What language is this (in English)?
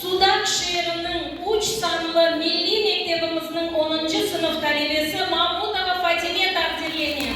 Crimean Tatar